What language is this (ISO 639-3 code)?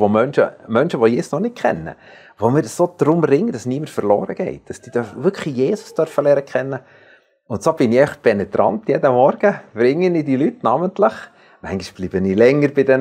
gsw